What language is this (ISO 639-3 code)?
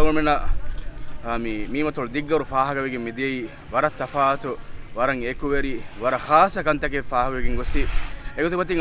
div